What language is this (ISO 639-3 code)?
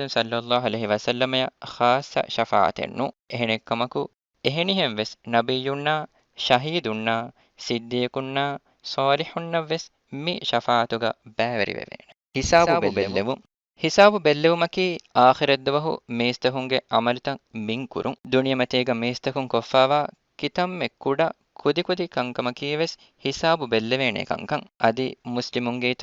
div